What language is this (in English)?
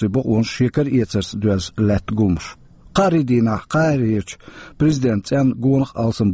Chechen